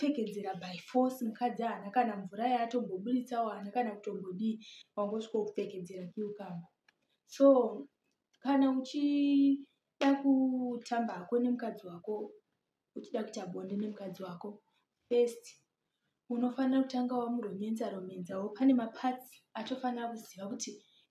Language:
Shona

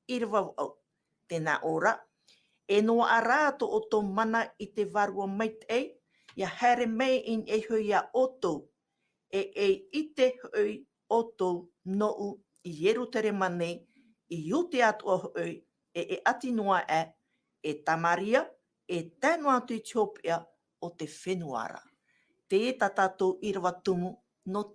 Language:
Tahitian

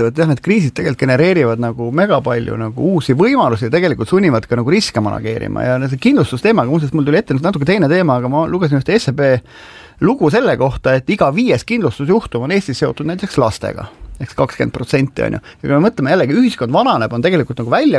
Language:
Estonian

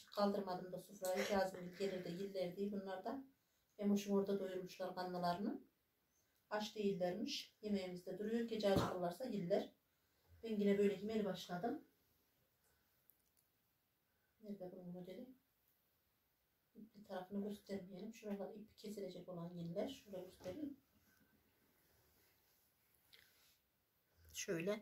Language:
Turkish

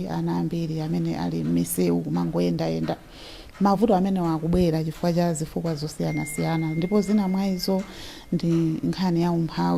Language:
Nyanja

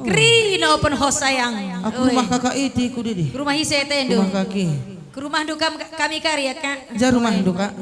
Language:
Batak Karo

